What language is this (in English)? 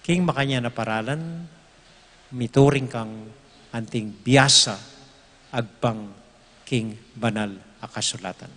Pampanga